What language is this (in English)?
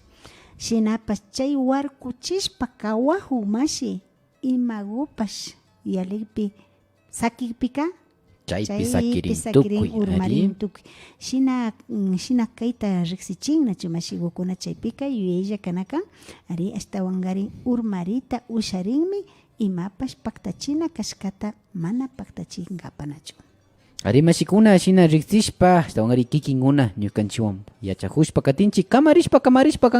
Imbabura Highland Quichua